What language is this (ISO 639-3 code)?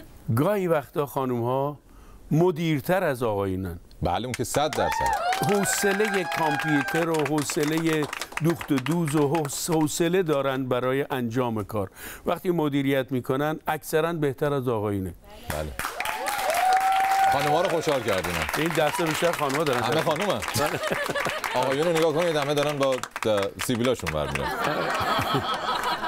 fas